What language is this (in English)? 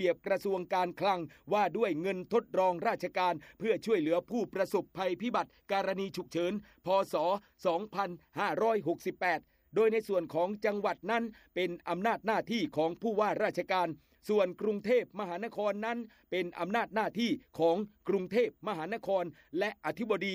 Thai